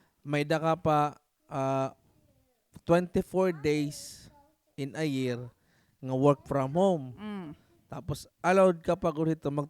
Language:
Waray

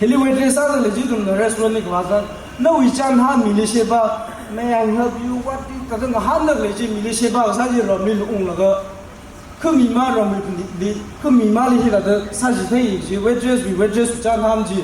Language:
Tangkhul Naga (India)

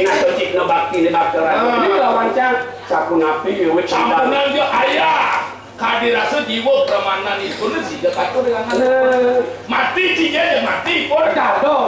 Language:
Balinese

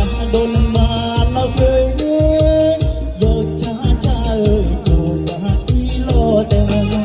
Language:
Akha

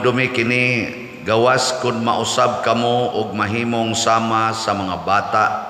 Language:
Cebuano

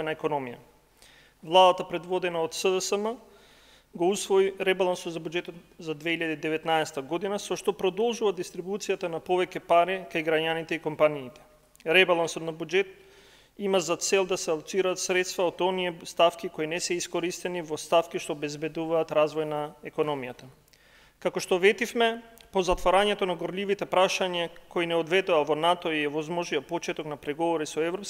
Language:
Macedonian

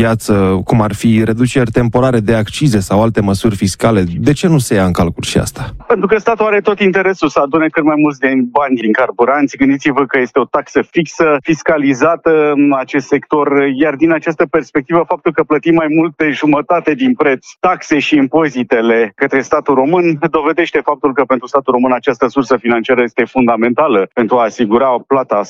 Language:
Romanian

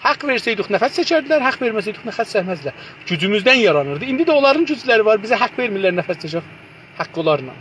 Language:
South Azerbaijani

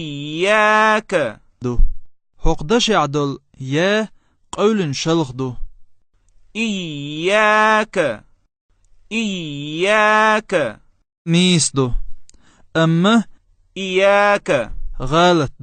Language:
Chechen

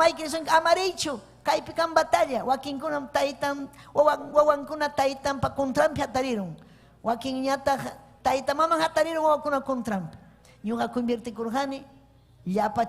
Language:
Ayacucho Quechua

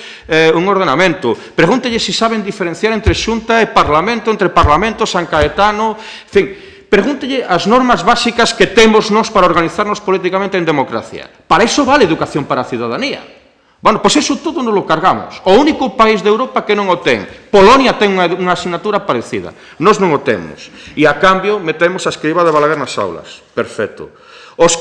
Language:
Galician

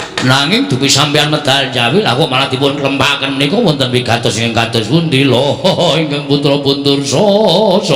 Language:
Javanese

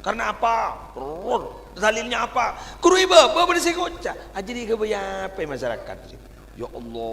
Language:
Madurese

